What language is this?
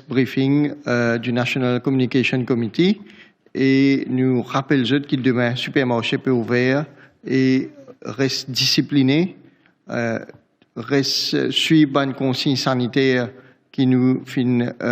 Morisyen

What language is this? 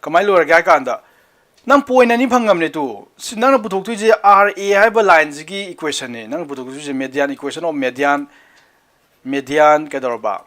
Manipuri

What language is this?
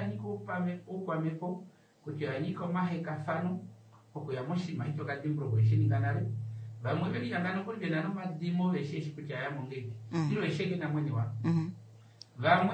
Kuanyama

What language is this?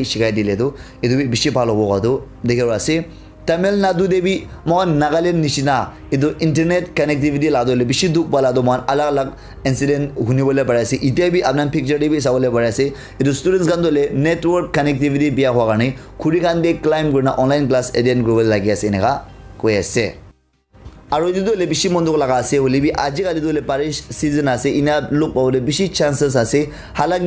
Naga Pidgin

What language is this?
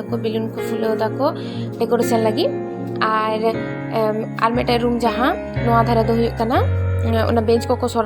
Santali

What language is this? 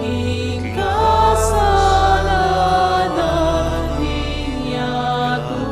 Pampanga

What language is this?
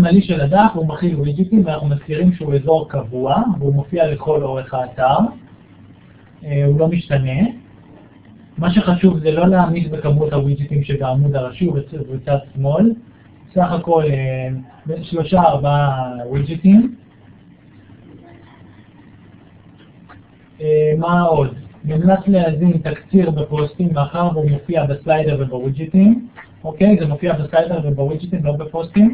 Hebrew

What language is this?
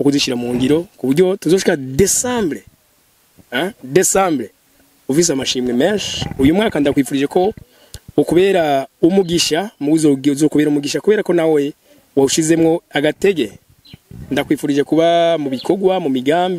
Rundi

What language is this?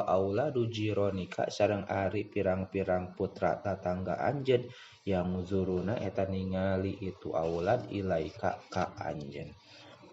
Sundanese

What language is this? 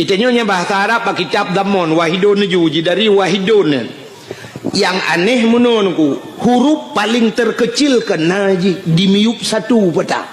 Achinese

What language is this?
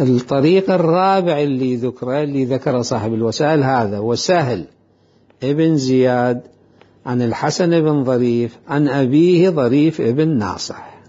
Mesopotamian Arabic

